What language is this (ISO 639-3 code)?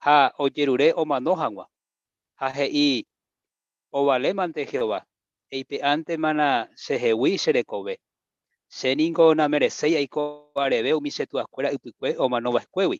grn